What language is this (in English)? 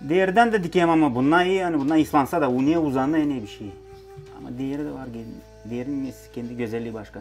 Gagauz